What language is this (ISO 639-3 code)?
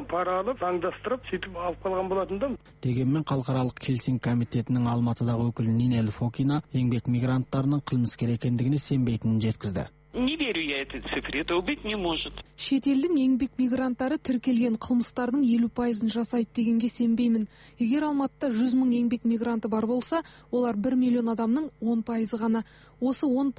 kaz